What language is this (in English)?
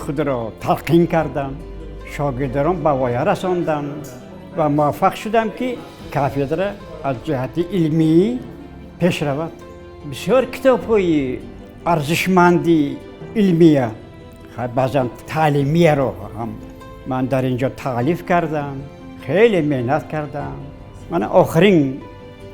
Tajik